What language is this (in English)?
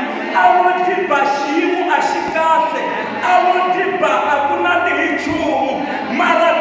Tsonga